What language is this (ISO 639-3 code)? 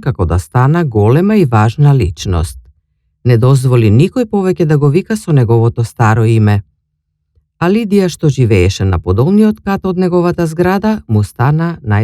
mkd